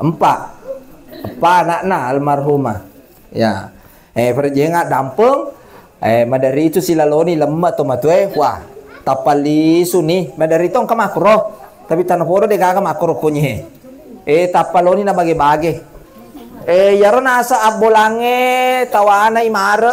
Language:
Buginese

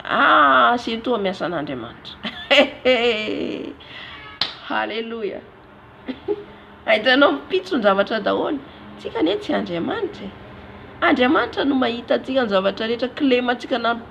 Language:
Malagasy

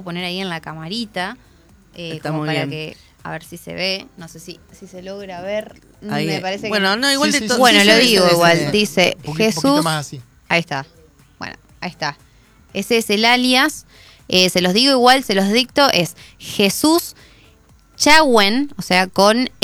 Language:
Spanish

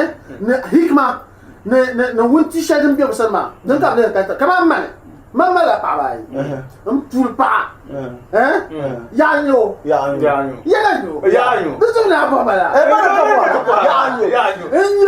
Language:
Dagbani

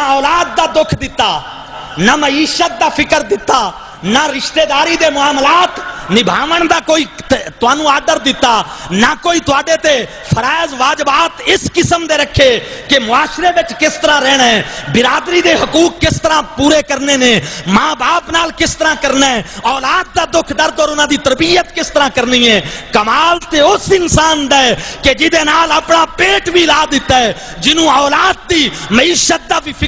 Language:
Saraiki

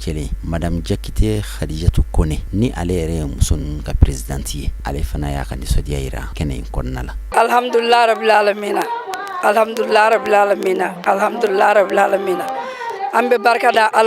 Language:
Bambara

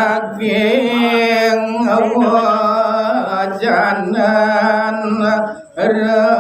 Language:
Balinese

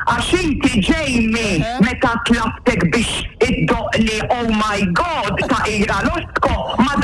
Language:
Maltese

